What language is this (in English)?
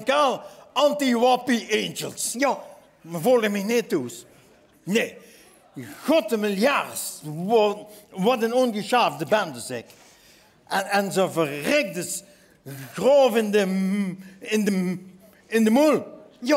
Limburgish